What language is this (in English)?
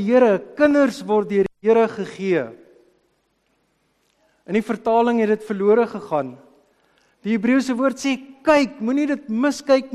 Afrikaans